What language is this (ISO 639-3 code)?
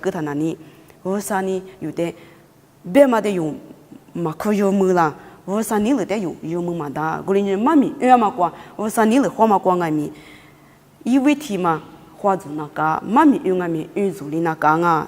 lis